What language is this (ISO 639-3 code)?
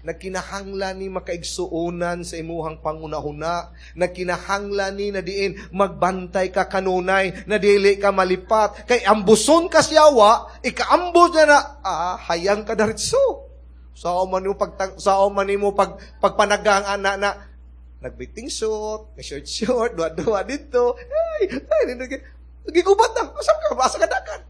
ceb